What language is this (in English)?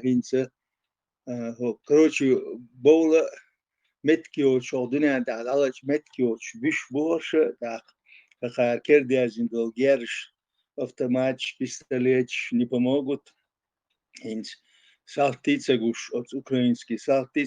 Chechen